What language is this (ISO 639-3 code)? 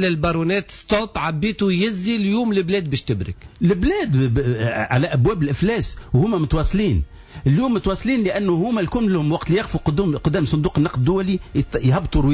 aeb